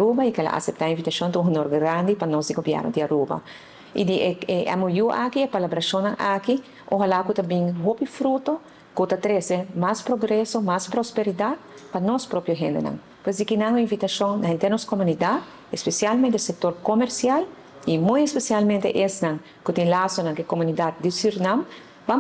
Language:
Papiamento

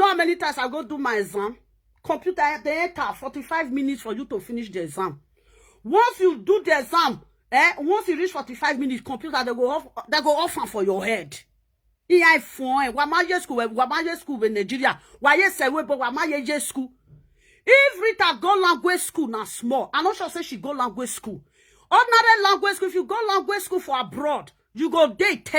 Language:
Nigerian Pidgin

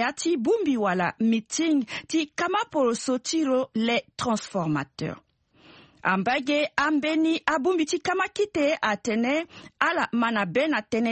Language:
Sango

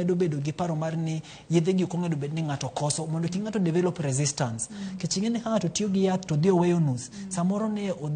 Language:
Luo (Kenya and Tanzania)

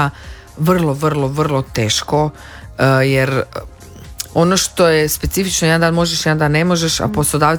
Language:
Croatian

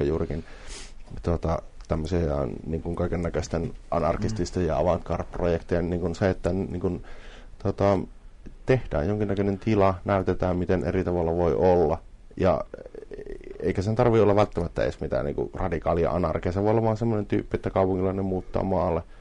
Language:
Finnish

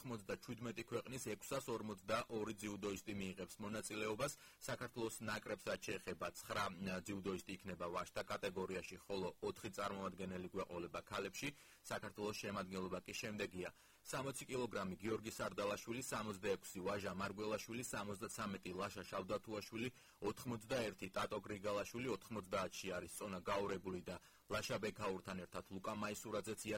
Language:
Georgian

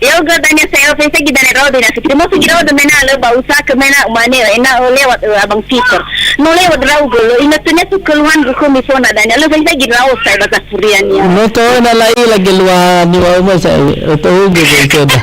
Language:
Nias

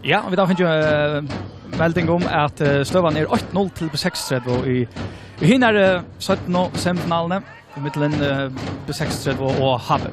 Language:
Faroese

